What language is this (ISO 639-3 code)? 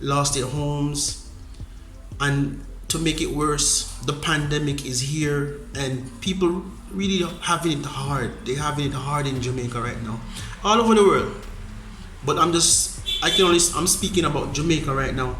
jam